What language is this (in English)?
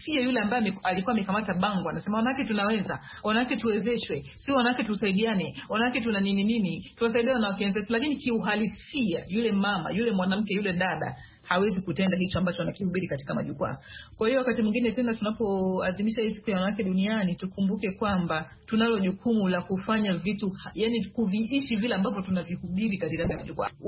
Swahili